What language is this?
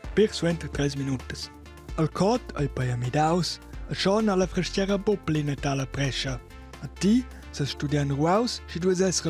Romansh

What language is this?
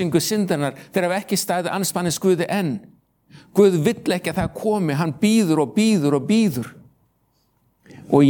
Icelandic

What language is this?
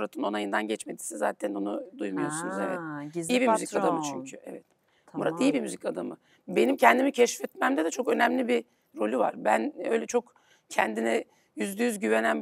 Turkish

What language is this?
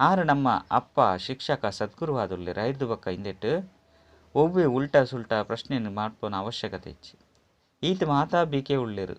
Tulu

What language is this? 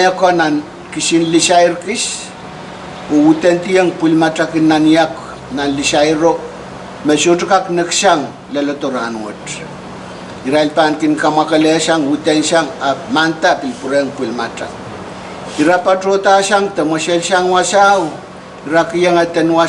Pohnpeian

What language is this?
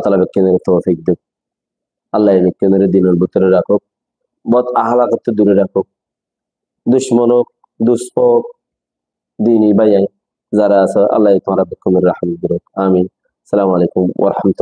Rohingya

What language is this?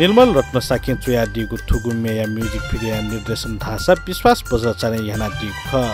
Newari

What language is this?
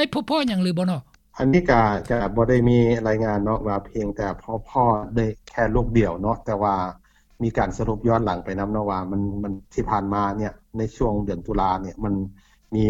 Lao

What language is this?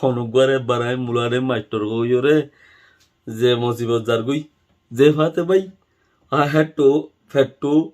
Rohingya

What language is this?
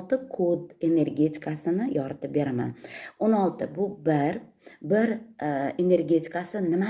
Uzbek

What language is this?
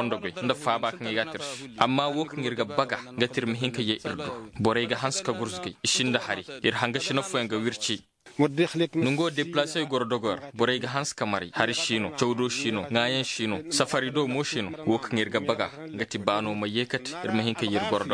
Zarma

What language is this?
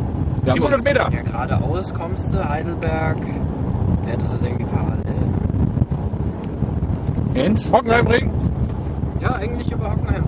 German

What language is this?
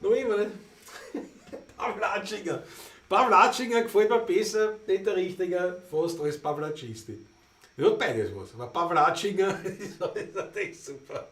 Bavarian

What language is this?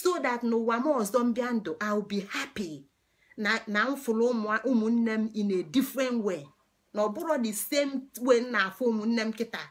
Igbo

